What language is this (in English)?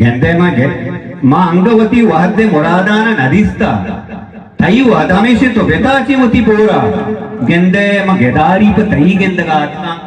Eastern Balochi